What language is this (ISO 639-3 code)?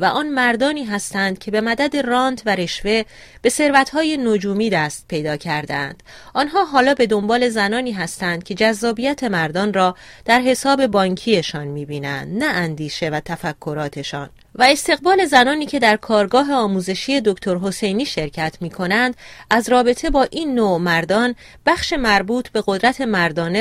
fas